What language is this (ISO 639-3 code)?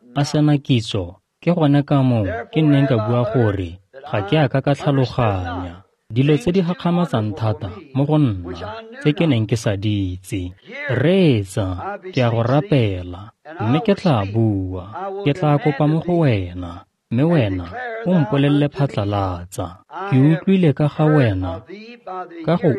tsn